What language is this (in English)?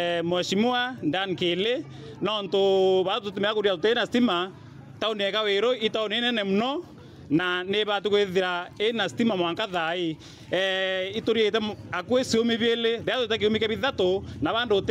Meru